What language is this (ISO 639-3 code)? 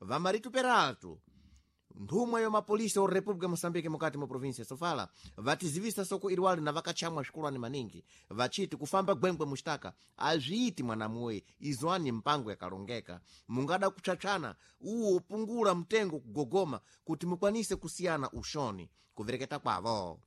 seh